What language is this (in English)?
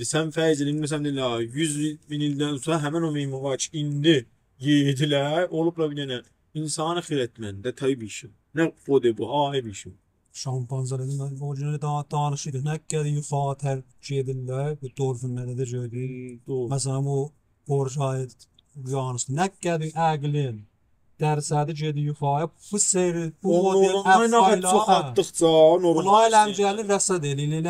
South Azerbaijani